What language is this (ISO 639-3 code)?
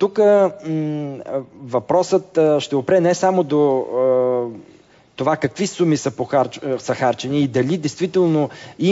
bul